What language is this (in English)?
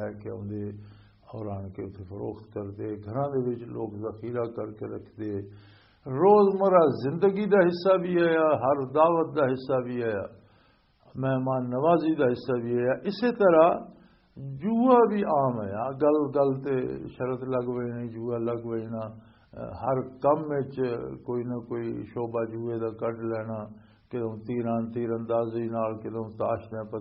Western Panjabi